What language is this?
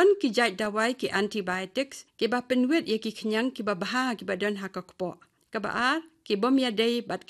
Khasi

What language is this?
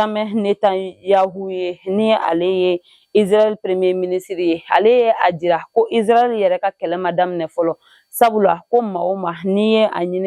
Bambara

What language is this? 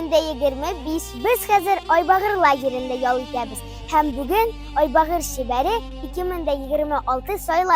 Tatar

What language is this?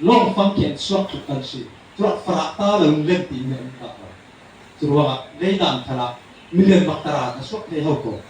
Falam Chin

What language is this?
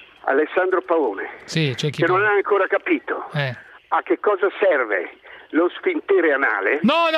Italian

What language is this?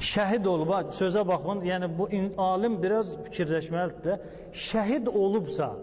Azerbaijani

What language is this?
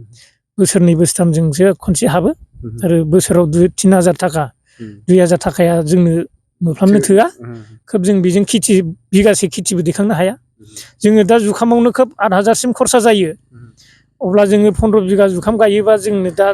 Bodo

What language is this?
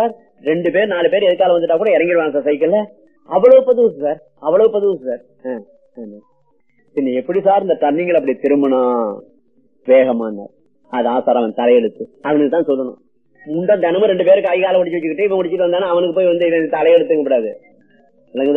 Tamil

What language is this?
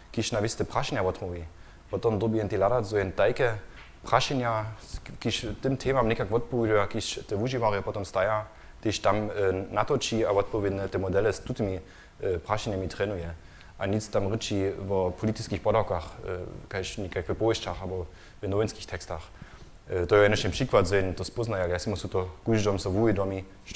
Upper Sorbian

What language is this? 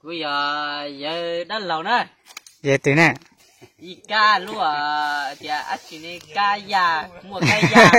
Hmong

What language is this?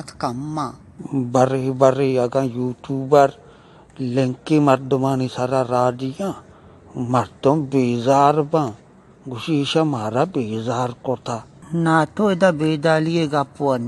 Baluchi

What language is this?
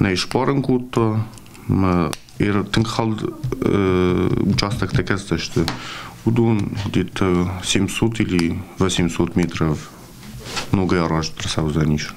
Ossetic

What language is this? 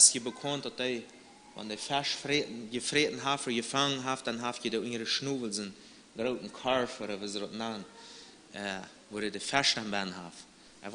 Plautdietsch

